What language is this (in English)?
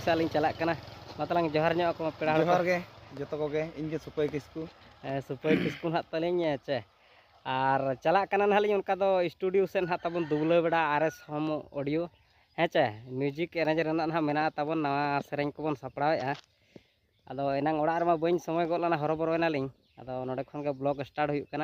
Santali